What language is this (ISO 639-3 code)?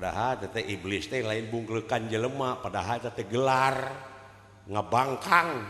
sun